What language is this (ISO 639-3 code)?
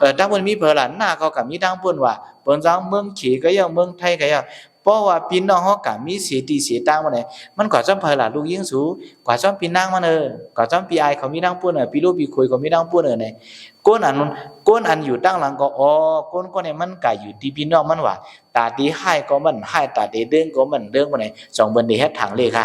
shn